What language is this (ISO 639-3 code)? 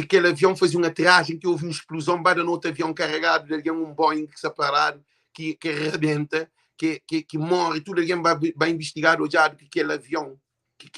kea